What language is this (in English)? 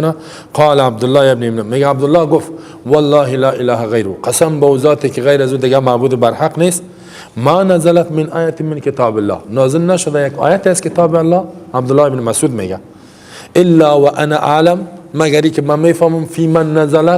Persian